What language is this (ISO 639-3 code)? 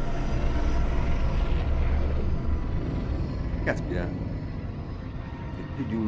ita